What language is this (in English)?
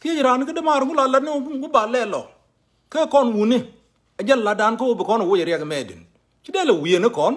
Nuer